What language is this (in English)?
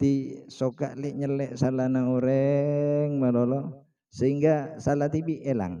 Madurese